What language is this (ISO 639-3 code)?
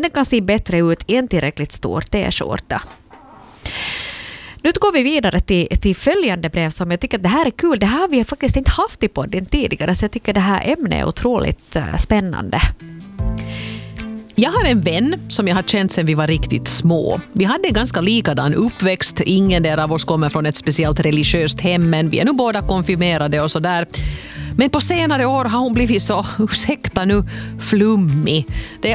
swe